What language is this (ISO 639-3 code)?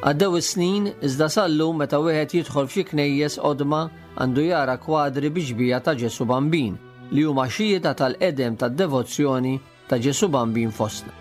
mlt